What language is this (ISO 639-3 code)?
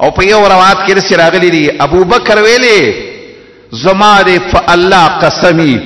pus